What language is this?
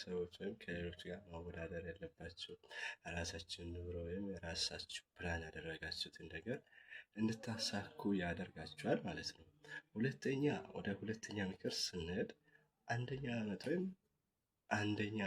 Amharic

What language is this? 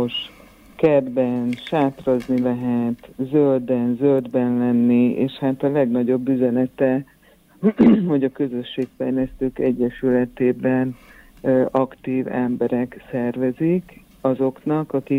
Hungarian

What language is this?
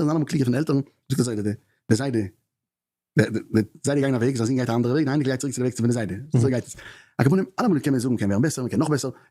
Yiddish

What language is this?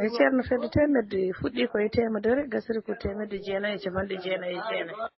Fula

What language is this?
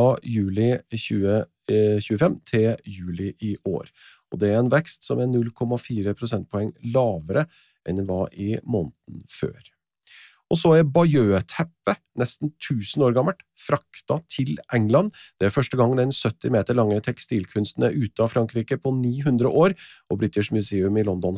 Norwegian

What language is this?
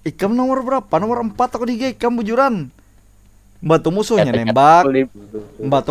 Banjar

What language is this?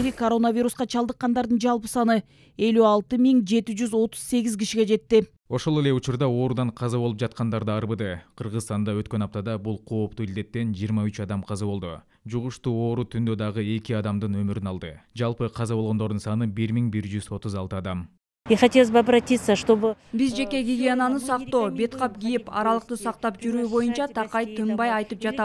Kyrgyz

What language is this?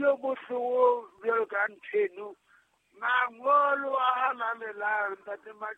Southern Sotho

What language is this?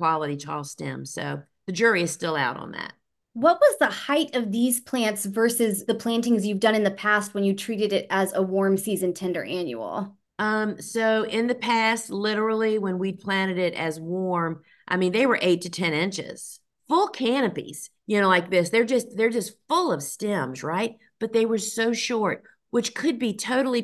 English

